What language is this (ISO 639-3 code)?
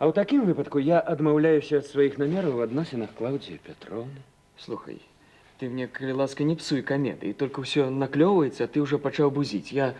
bel